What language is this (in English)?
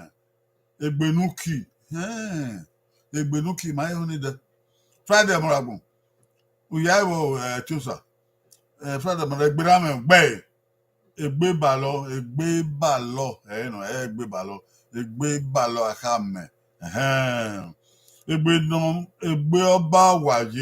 Bini